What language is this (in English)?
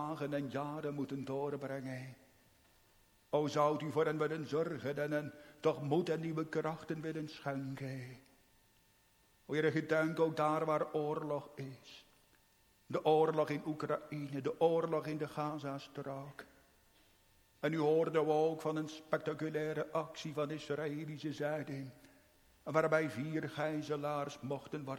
Dutch